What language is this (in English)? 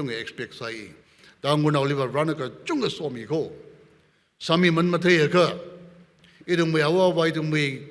Tangkhul Naga (India)